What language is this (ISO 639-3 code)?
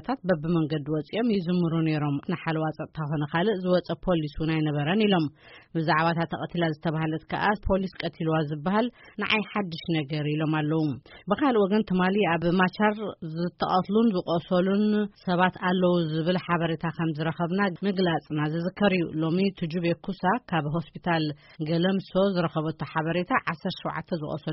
tir